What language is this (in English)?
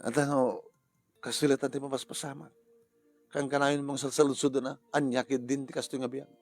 Iloko